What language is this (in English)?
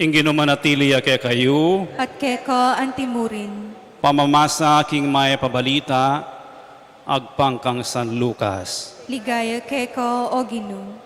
Pampanga